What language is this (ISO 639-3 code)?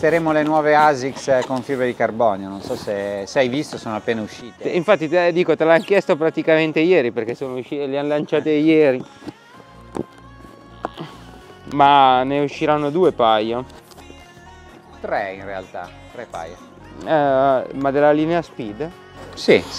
ita